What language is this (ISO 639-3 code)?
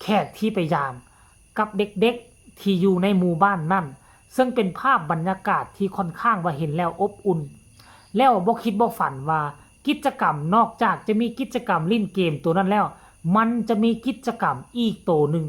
tts